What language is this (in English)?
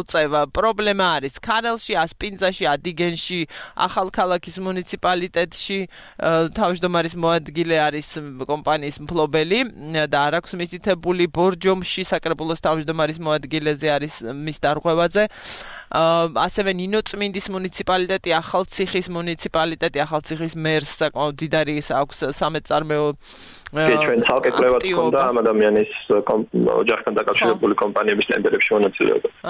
Georgian